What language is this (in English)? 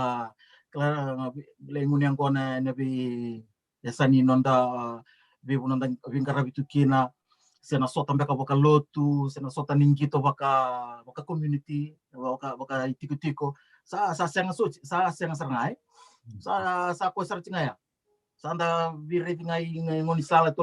Fijian